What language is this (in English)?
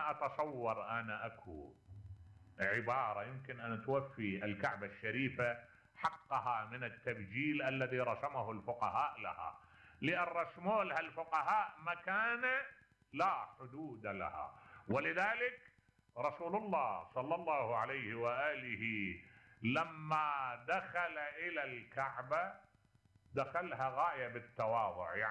Mesopotamian Arabic